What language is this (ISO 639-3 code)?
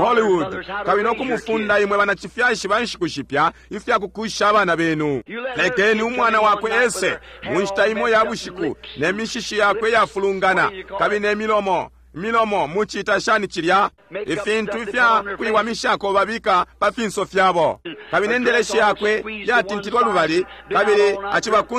bem